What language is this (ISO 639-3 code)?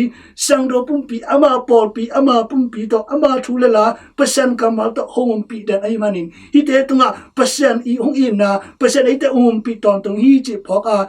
ctd